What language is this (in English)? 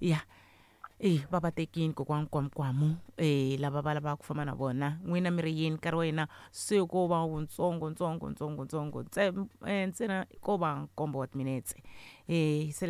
Tsonga